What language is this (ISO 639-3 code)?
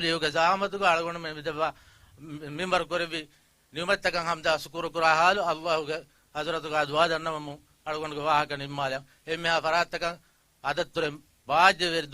div